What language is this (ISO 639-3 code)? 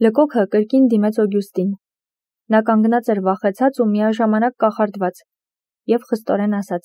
hye